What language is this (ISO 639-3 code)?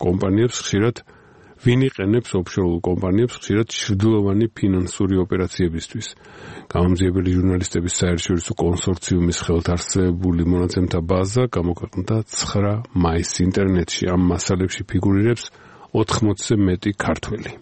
kat